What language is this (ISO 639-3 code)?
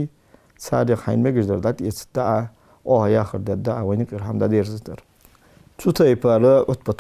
inh